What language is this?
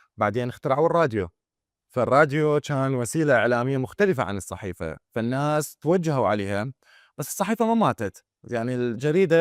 Mesopotamian Arabic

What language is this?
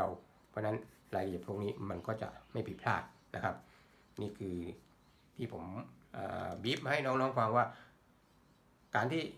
Thai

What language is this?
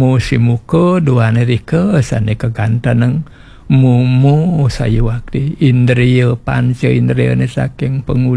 Balinese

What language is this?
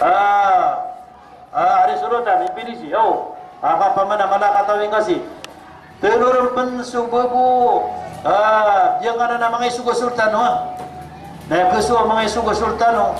Maranao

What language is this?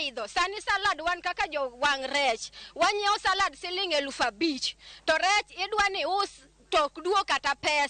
Luo (Kenya and Tanzania)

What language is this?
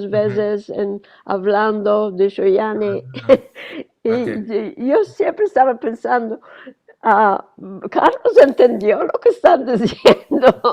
Ladino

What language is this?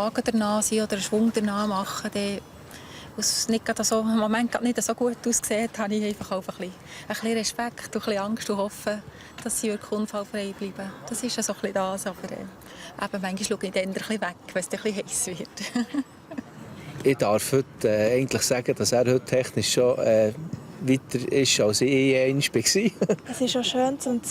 Swiss German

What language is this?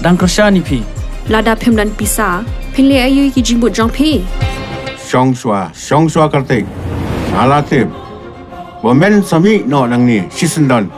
Khasi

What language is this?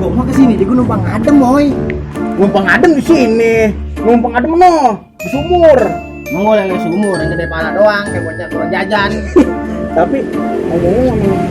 Betawi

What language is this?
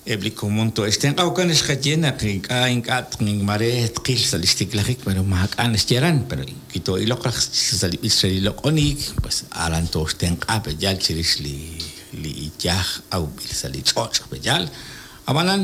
Kekchí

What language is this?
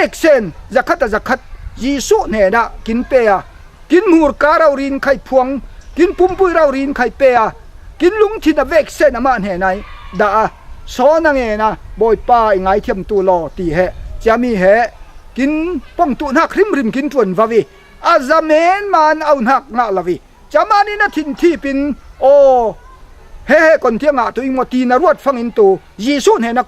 Falam Chin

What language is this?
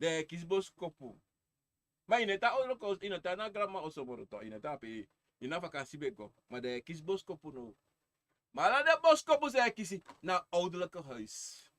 Sranan Tongo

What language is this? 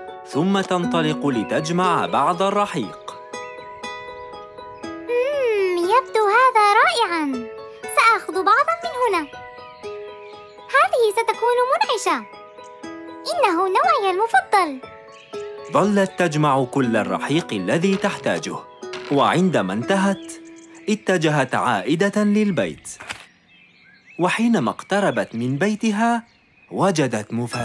Arabic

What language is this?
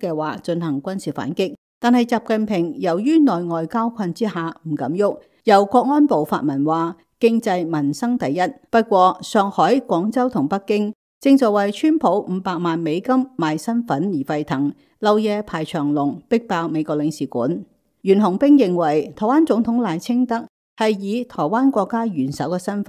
Cantonese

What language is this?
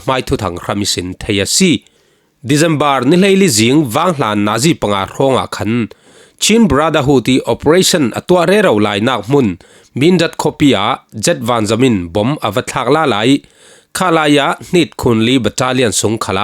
Falam Chin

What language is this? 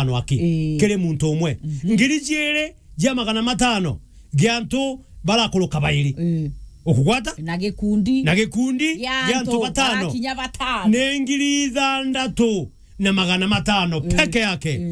Meru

